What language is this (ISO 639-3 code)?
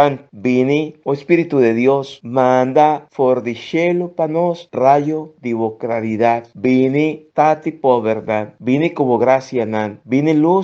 pap